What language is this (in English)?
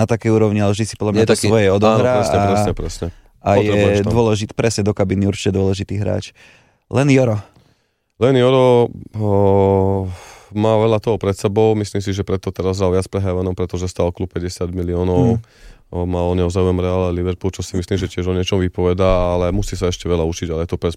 Slovak